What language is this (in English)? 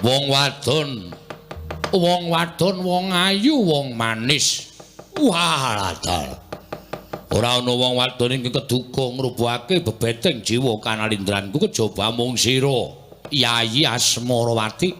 Javanese